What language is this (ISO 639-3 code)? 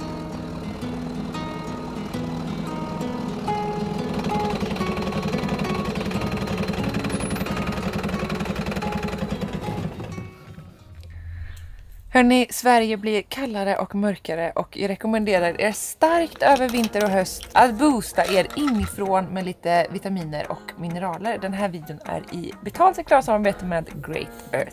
swe